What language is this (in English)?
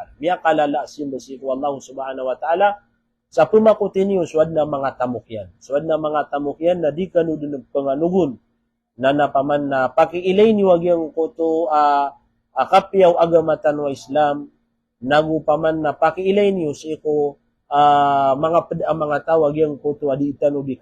Maranao